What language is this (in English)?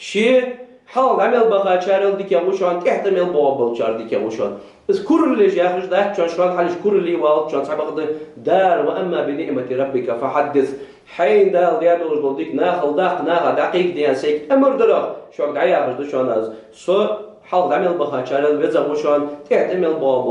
Ingush